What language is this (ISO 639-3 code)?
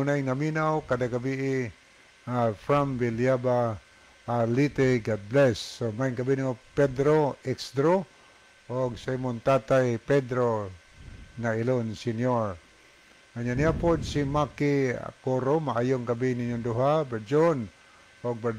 ceb